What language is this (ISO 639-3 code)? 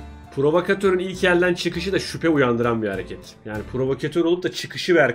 tur